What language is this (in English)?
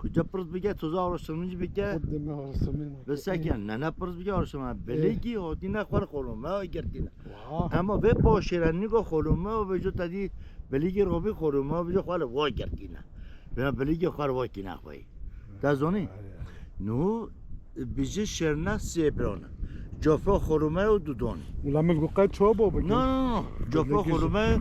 Kurdish